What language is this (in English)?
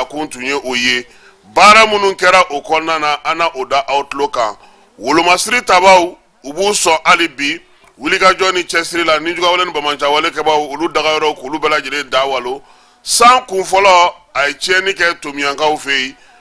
Bambara